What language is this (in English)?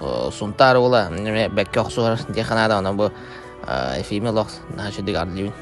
Yakut